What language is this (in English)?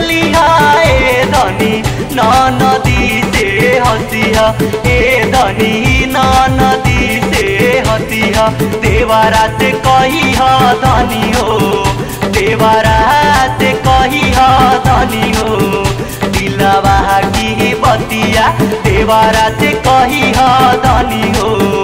Bhojpuri